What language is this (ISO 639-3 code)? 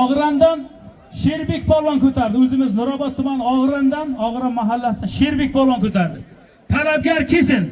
uzb